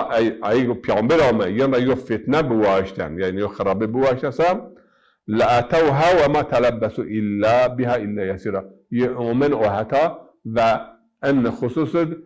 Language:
Zaza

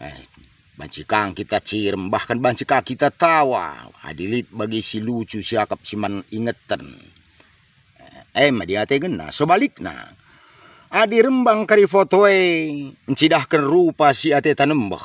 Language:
Batak Karo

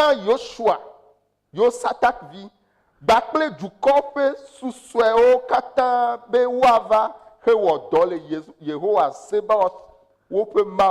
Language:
Ewe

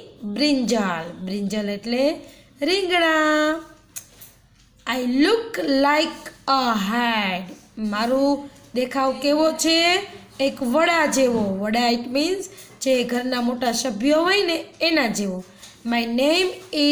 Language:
Gujarati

